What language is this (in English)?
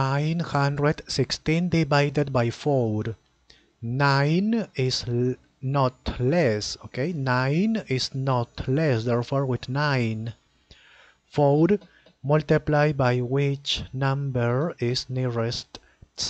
English